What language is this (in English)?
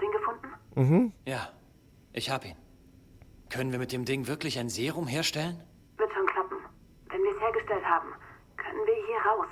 Swiss German